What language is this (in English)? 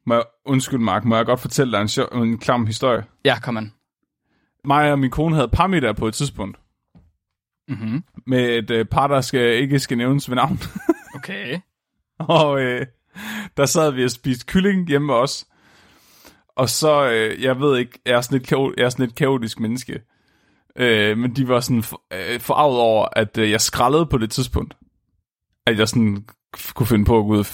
Danish